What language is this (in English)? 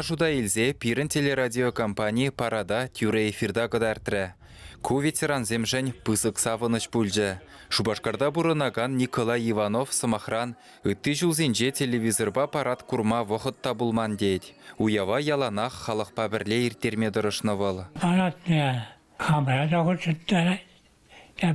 Chuvash